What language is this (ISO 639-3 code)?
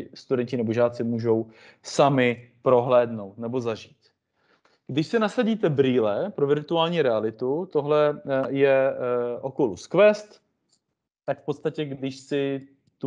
ces